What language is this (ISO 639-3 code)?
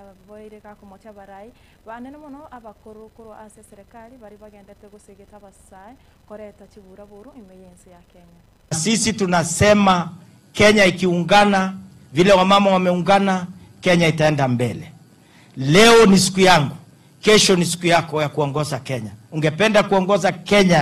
guz